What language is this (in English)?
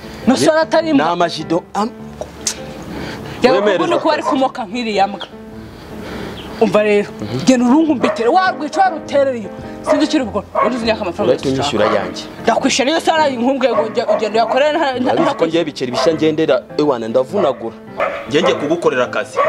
Kinyarwanda